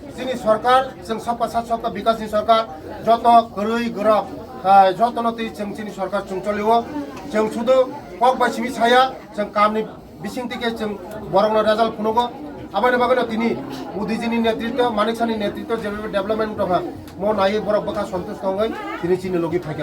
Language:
Kok Borok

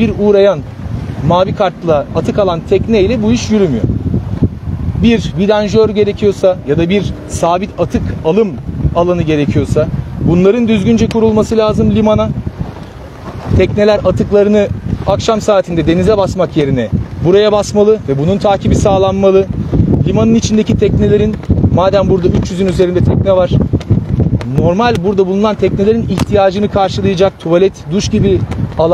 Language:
Turkish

